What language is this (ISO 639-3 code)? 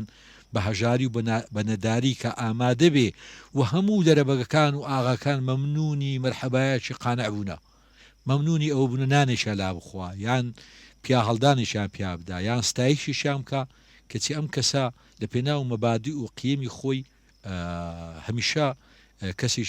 ckb